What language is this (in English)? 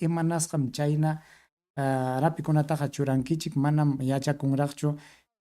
Ayacucho Quechua